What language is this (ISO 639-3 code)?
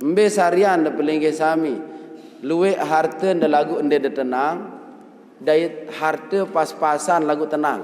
sas